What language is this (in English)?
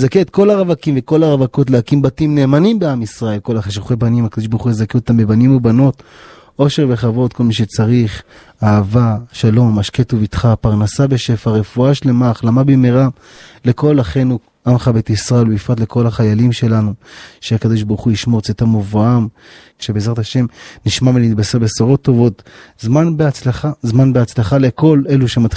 Hebrew